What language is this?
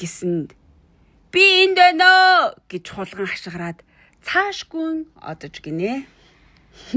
Mongolian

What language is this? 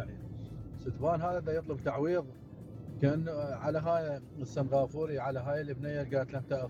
Mesopotamian Arabic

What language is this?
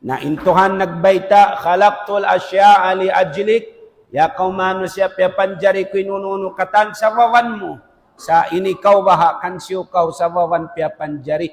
Tausug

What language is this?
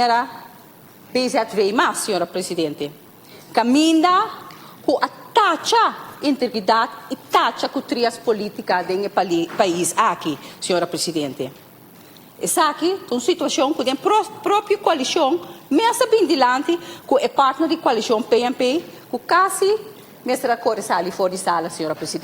Papiamento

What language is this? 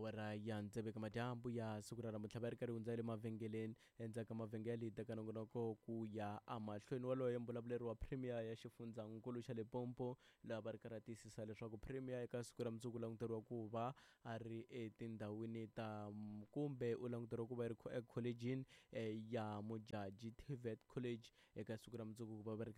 Tsonga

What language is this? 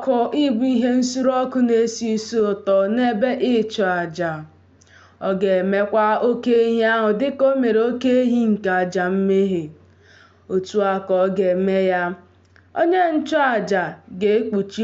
Igbo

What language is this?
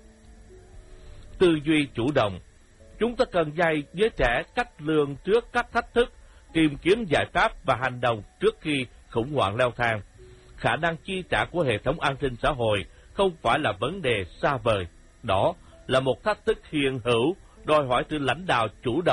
Vietnamese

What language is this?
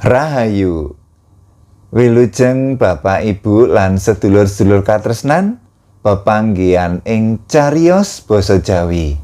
Javanese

